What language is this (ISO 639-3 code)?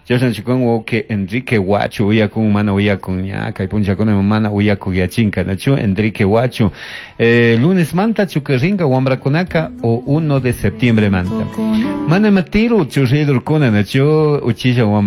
qug